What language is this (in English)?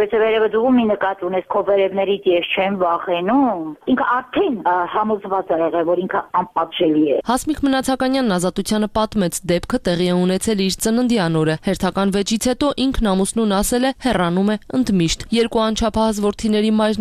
Armenian